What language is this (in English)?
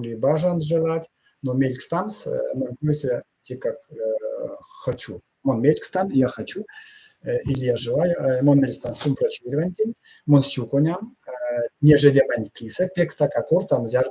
Erzya